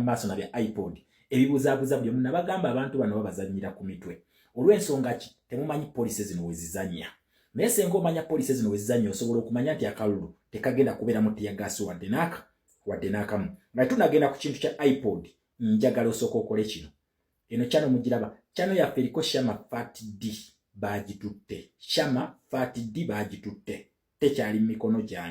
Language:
Ganda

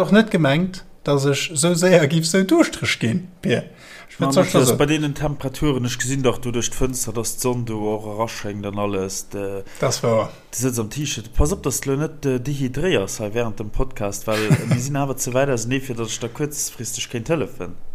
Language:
Luxembourgish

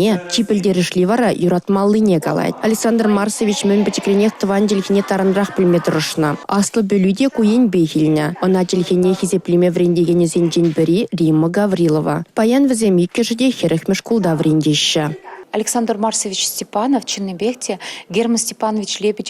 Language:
Chuvash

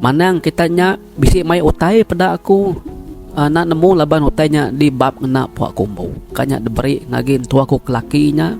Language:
Iban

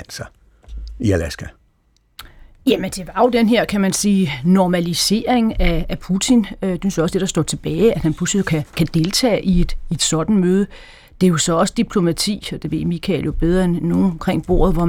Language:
Danish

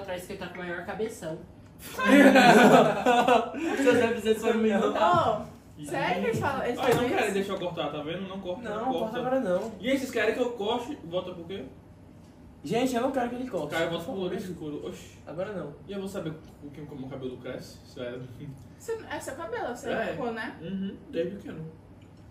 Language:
Portuguese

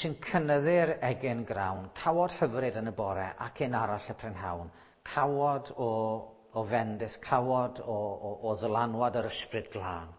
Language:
Welsh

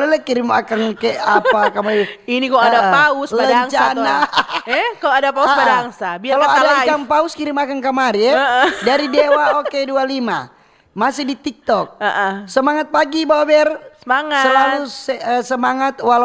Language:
Manado Malay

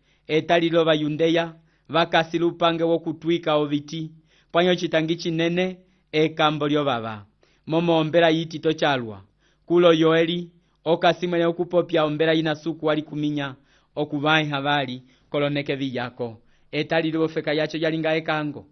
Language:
Umbundu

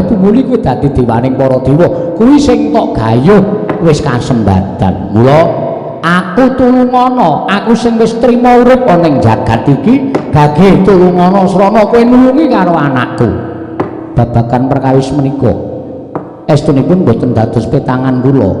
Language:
Javanese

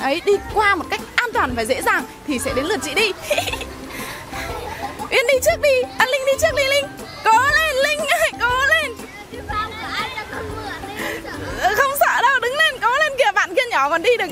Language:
Vietnamese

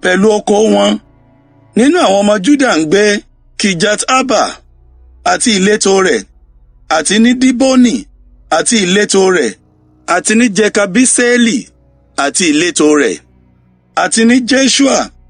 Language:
Yoruba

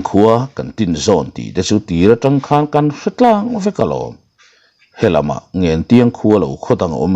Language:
Mizo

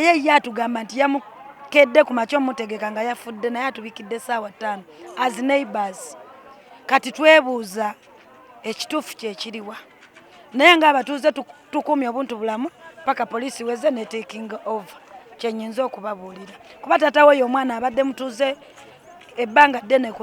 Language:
Ganda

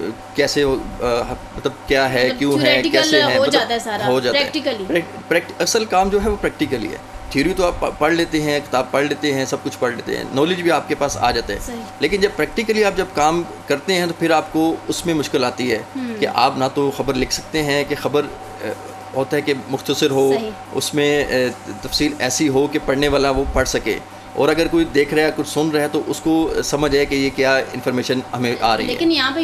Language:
Urdu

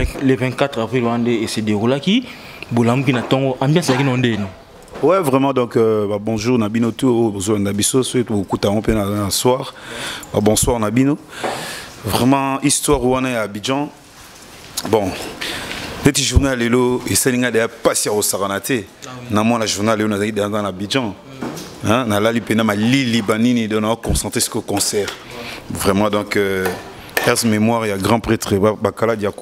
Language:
Lingala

